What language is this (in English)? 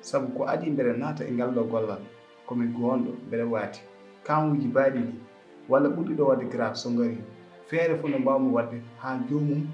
Fula